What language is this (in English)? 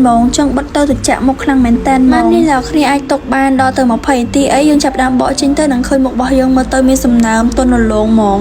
Khmer